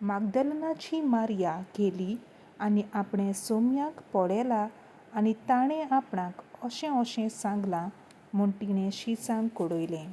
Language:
Konkani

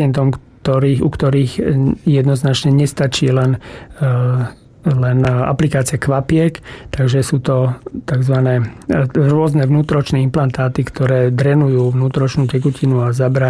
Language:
Slovak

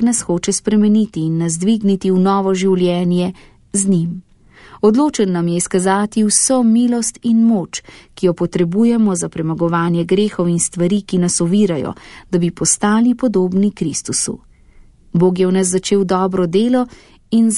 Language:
Slovenian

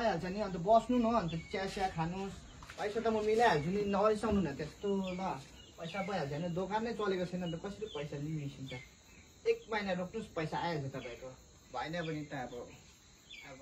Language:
Nepali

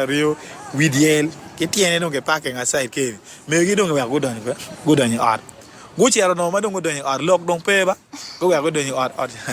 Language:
Acoli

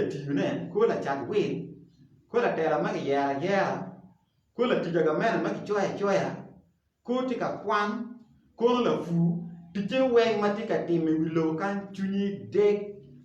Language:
Acoli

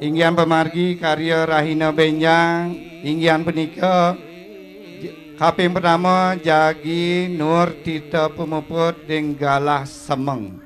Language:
Balinese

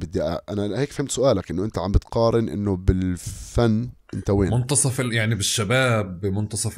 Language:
North Levantine Arabic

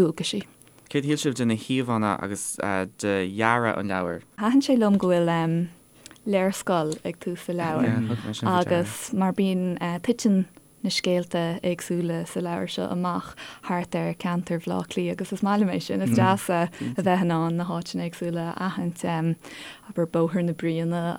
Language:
Irish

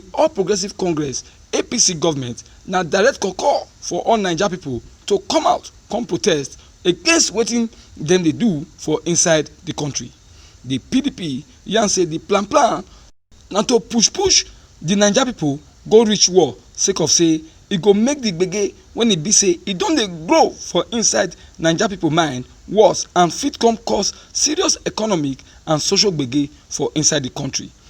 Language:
Nigerian Pidgin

